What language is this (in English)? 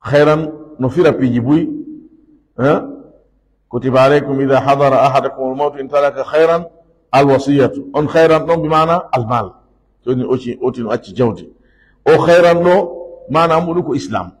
Fula